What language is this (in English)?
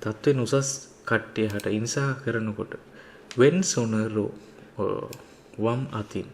Sinhala